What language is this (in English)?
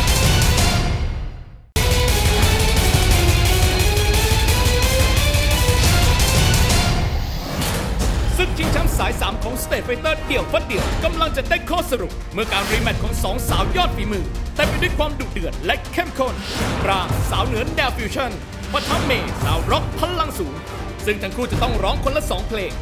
Thai